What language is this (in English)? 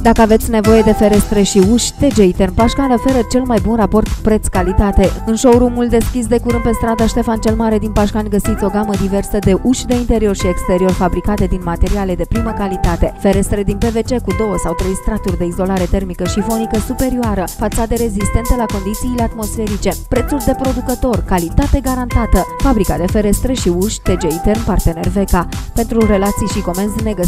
Romanian